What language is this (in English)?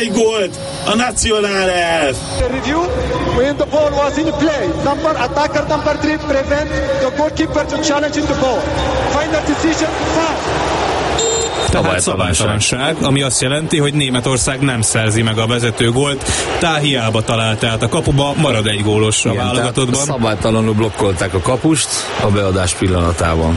Hungarian